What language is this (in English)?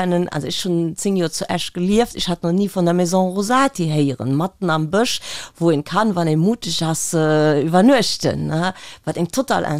Luxembourgish